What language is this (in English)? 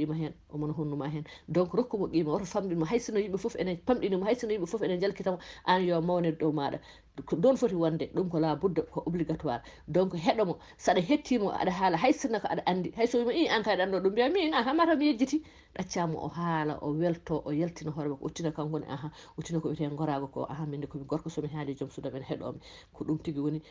Fula